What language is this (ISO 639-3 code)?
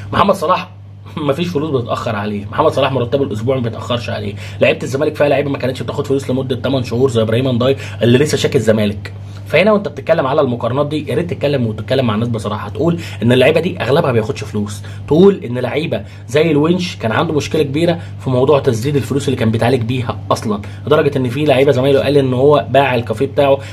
arz